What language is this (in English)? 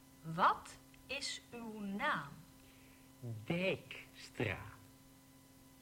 Dutch